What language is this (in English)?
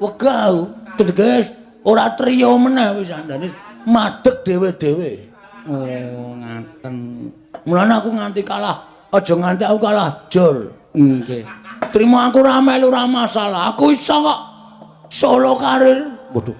Javanese